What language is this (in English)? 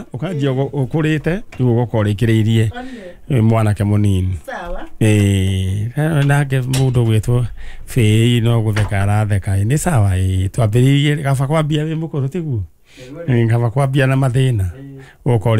Kikuyu